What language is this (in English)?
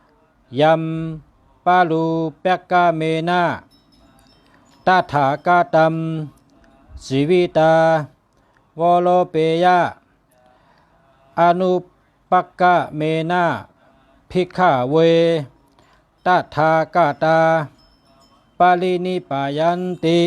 Shan